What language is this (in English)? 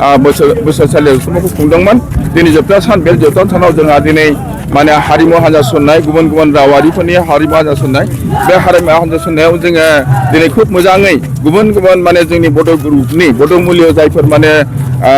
Bodo